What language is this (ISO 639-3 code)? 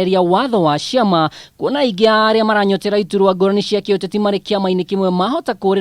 kik